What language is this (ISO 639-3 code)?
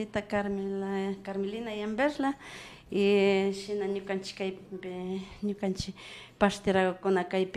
qvi